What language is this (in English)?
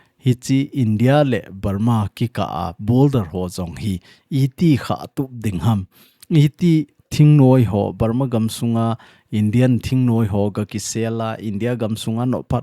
Thado Chin